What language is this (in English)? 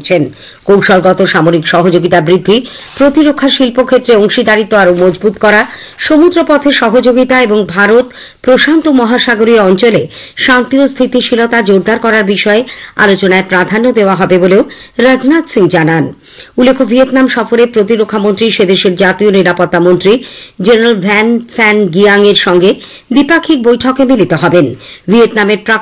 Bangla